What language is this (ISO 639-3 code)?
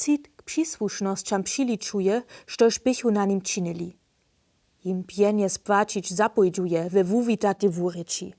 hsb